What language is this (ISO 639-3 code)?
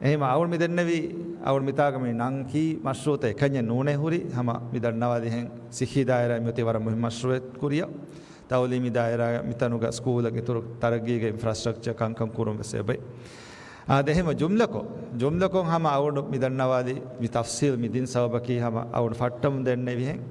div